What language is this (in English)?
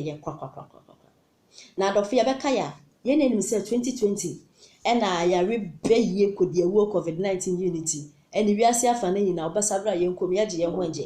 Akan